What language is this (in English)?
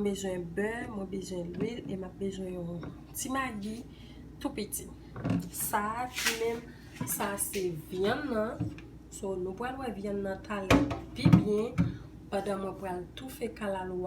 Haitian Creole